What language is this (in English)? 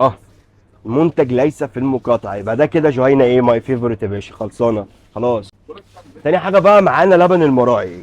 Egyptian Arabic